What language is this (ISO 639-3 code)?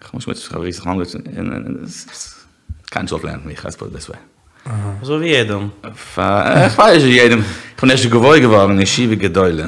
yid